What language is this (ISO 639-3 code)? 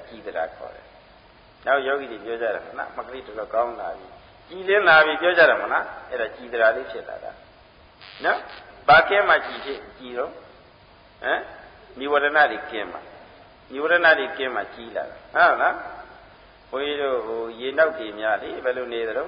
mya